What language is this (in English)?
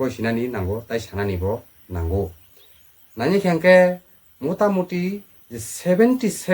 Kok Borok